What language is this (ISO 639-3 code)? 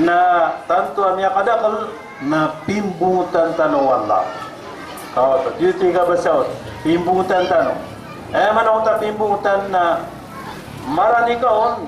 mrw